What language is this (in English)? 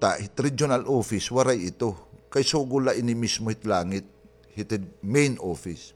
Waray